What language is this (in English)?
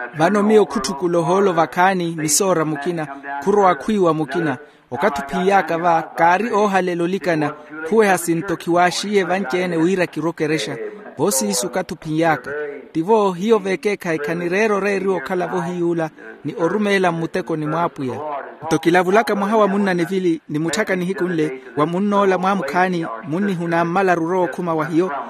Makhuwa